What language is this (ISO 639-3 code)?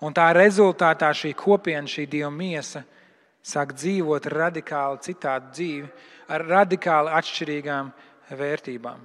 lav